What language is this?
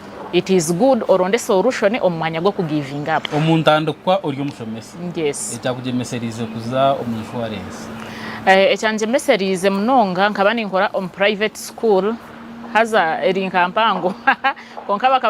Nyankole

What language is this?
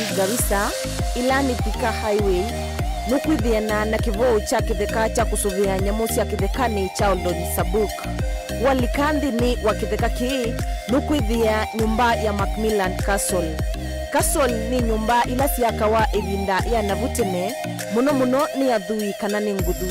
Kamba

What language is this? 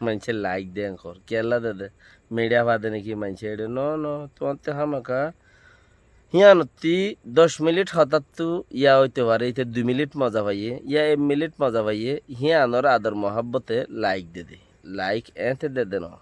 Rohingya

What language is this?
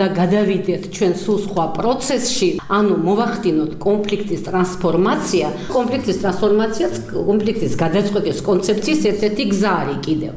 Georgian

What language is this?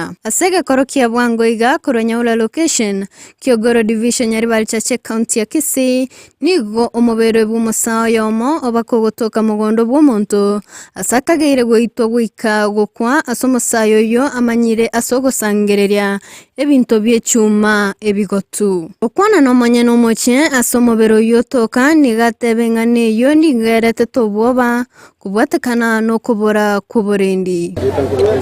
Gusii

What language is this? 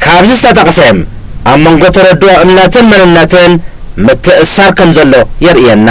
Tigrinya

